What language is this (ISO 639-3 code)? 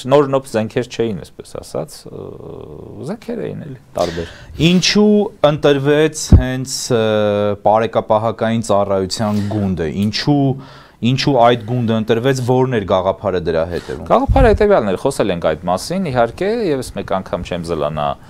hye